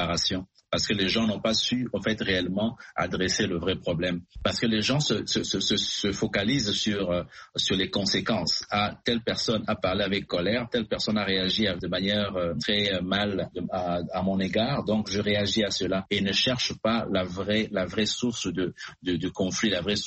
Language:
French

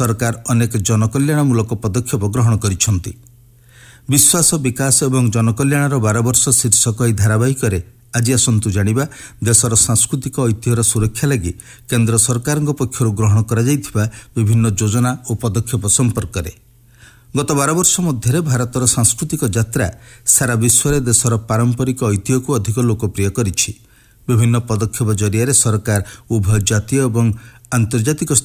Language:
Odia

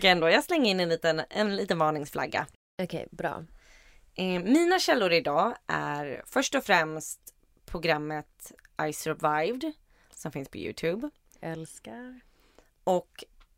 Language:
Swedish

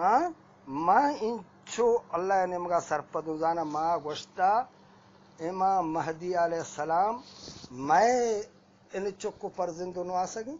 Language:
Eastern Balochi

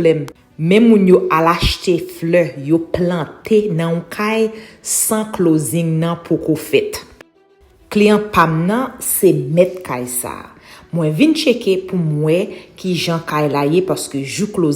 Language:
Haitian Creole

